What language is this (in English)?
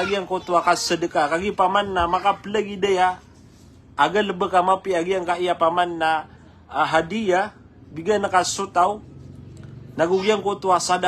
Maranao